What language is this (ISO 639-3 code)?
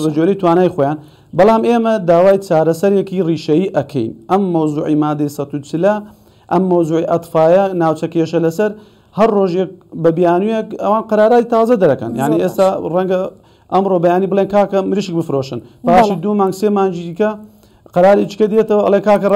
ckb